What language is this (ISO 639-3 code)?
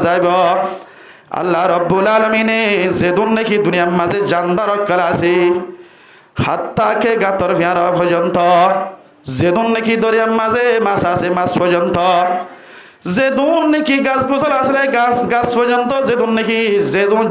rhg